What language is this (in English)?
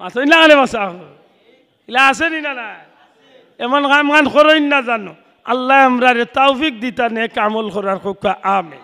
Sylheti